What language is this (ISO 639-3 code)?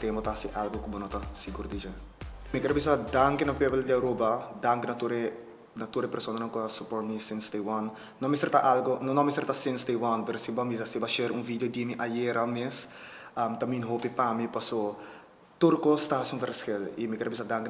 pap